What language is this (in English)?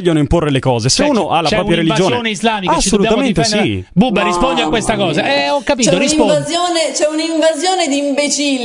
Italian